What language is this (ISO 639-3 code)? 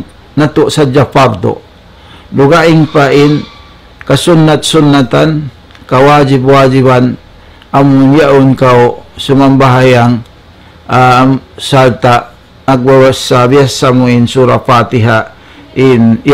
tsg